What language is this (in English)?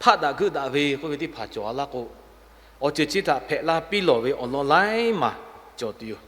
Lahu